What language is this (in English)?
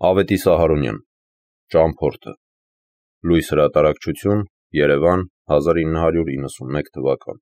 Armenian